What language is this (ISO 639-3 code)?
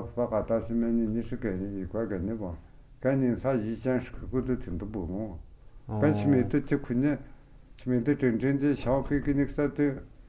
mjg